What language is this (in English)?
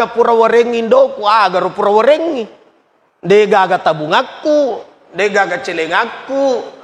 Buginese